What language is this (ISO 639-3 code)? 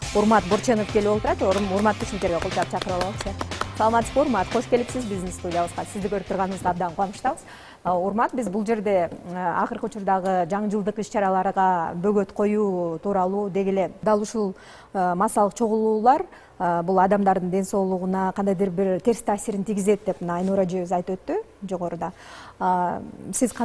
kir